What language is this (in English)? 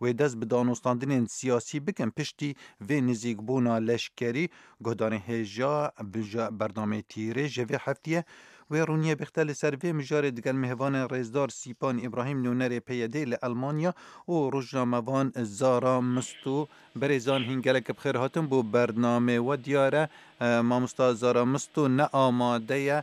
Kurdish